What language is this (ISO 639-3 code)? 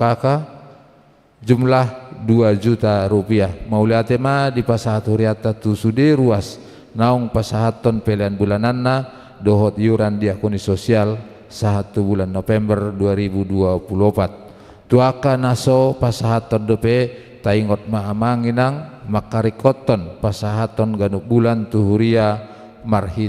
bbc